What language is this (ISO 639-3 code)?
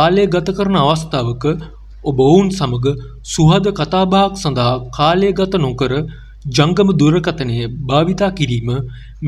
sin